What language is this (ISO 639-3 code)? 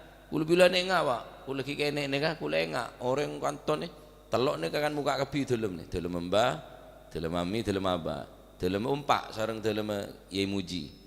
mad